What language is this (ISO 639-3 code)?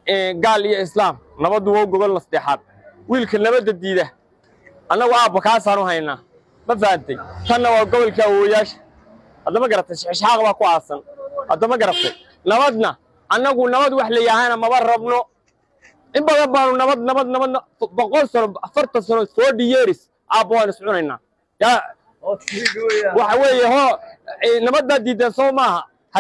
som